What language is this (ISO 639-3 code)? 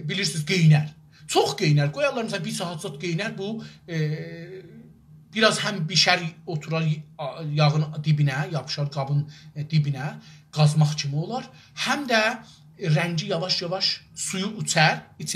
azb